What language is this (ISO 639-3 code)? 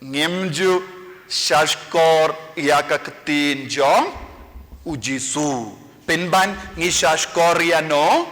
kha